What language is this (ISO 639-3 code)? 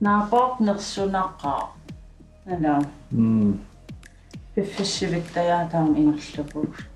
kal